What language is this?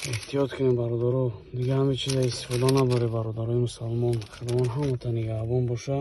Tajik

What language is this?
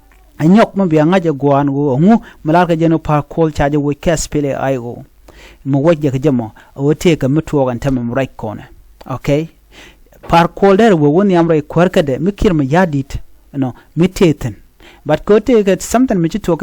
Nuer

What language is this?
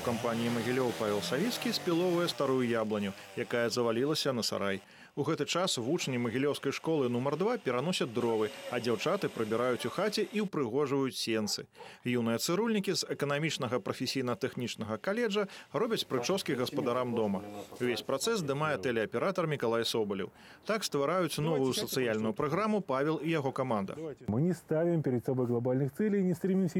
Belarusian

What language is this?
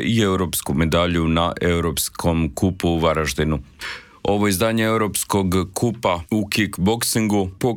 Croatian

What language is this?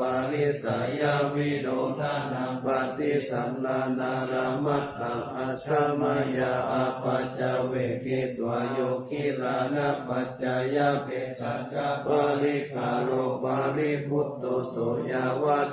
Pali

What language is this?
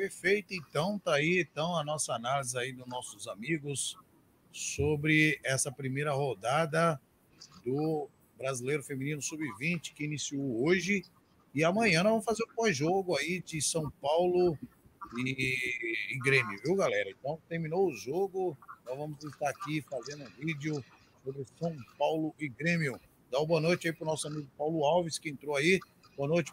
Portuguese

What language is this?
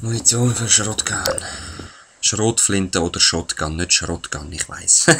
Swiss German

